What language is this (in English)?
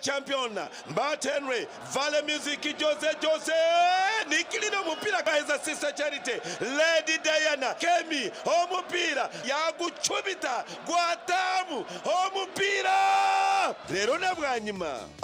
Nyankole